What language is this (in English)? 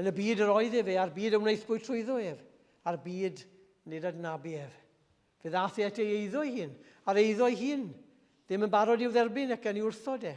Welsh